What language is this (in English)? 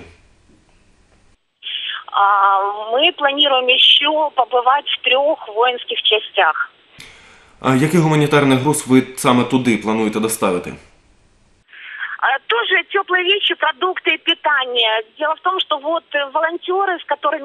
Ukrainian